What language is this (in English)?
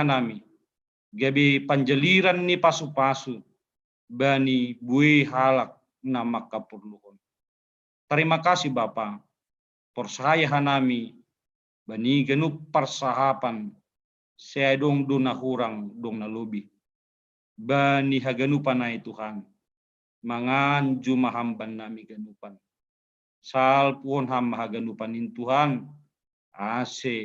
Batak Simalungun